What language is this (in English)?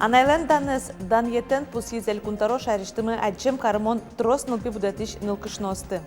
Udmurt